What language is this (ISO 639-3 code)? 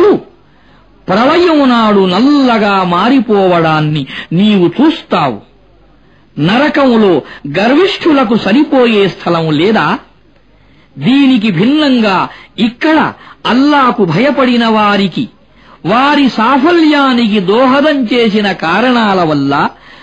tel